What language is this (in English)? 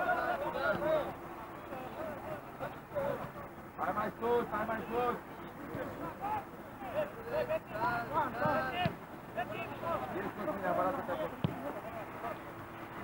Romanian